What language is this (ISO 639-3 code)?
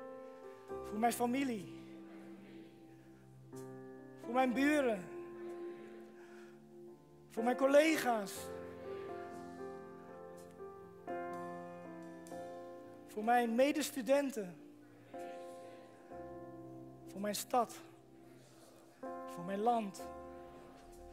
nld